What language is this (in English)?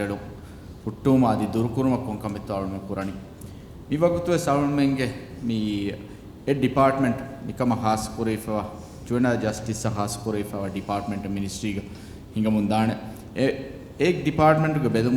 Divehi